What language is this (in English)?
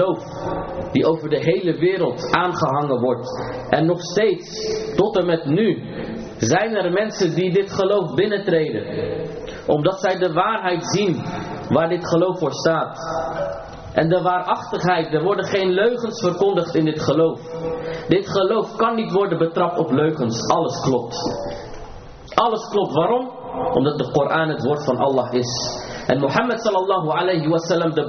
Dutch